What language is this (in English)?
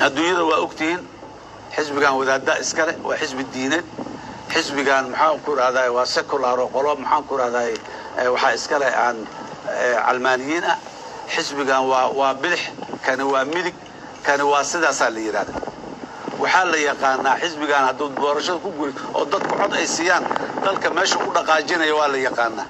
Somali